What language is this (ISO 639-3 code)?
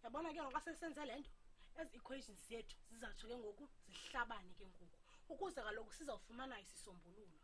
xho